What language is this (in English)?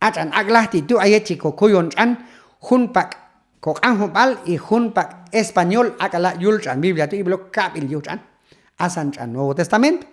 Q'anjob'al